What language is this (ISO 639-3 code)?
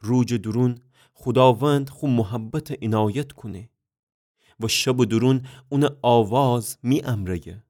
glk